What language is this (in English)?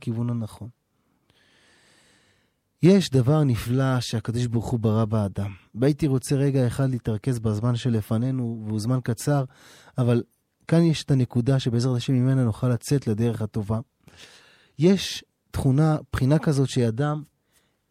Hebrew